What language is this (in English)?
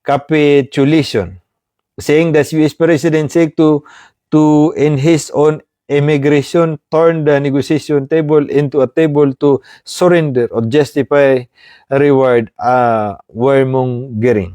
Maranao